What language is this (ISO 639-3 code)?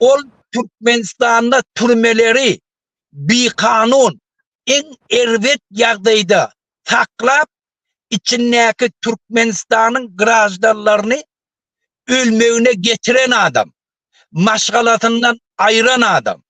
tuk